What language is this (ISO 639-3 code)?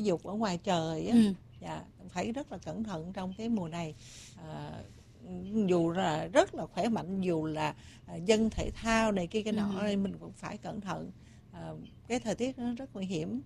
vie